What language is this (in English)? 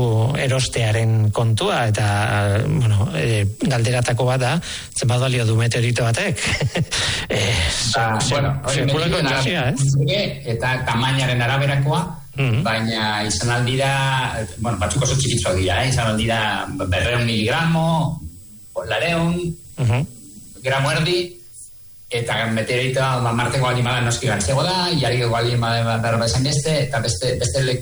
Basque